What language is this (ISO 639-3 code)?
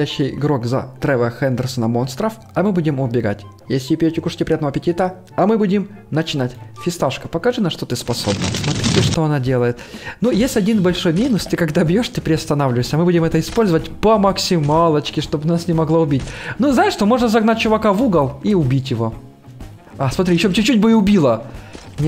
rus